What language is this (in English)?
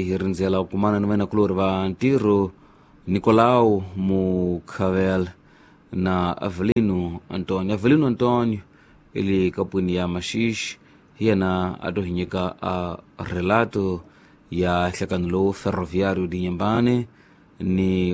Tsonga